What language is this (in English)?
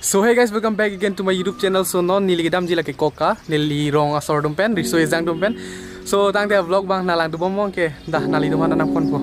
Karbi